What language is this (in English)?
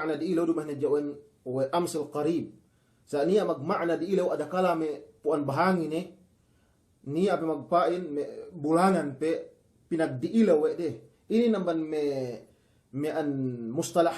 Yakan